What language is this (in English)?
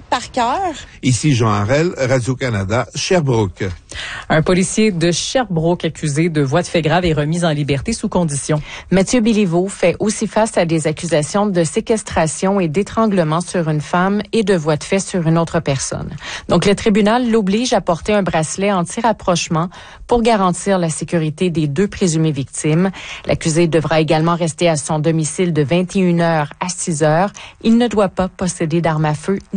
French